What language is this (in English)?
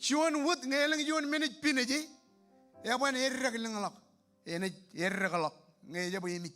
Marshallese